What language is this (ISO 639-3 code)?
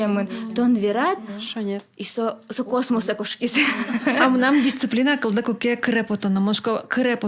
udm